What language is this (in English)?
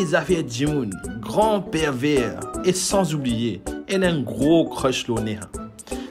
Morisyen